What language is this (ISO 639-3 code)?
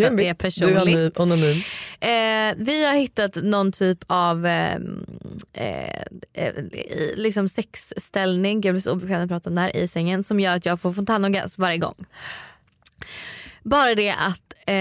swe